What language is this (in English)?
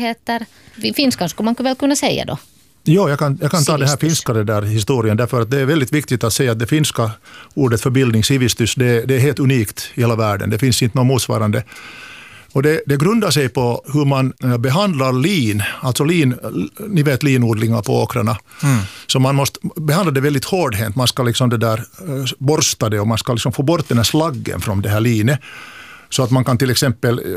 Swedish